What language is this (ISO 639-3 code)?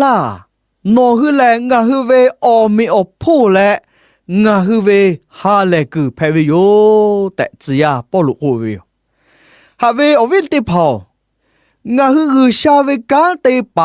lhu